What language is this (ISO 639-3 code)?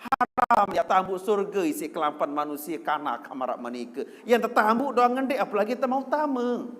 sas